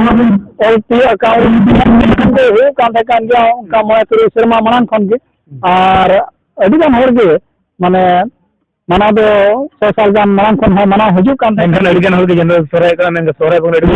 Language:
Santali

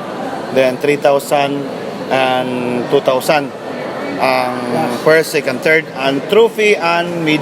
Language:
Cebuano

